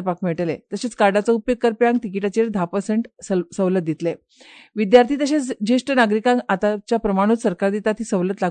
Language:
Konkani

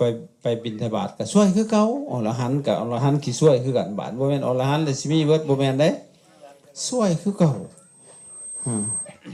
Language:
Lao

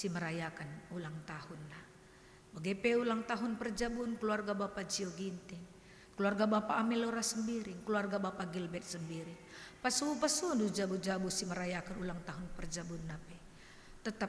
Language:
Batak Karo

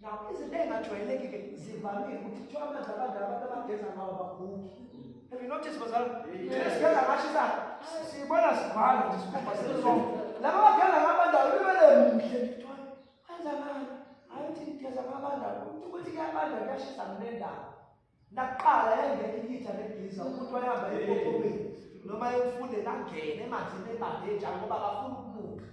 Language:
Zulu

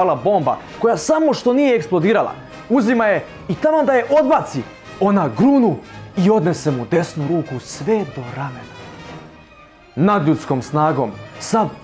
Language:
Serbian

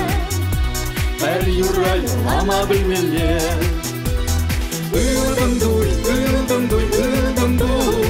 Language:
Chuvash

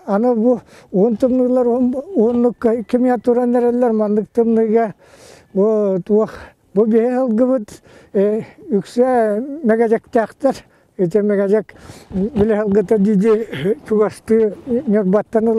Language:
Yakut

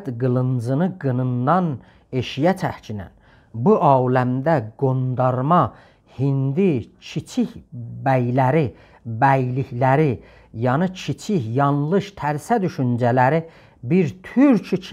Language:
South Azerbaijani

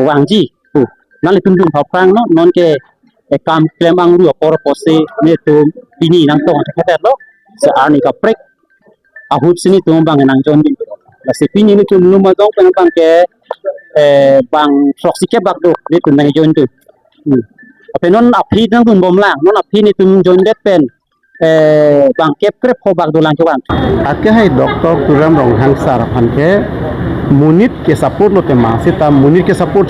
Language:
Karbi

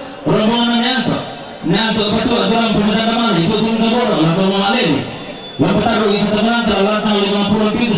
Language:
Toraja-Sa'dan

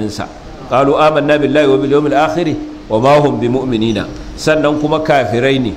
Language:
Hausa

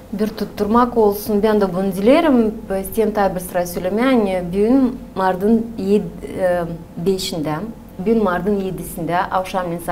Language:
Gagauz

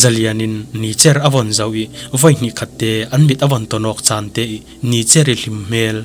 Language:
Falam Chin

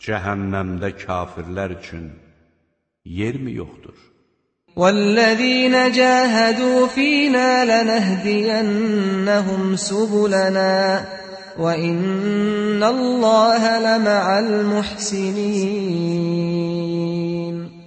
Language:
Azerbaijani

